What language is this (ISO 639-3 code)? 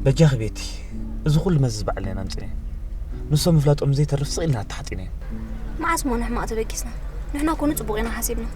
tir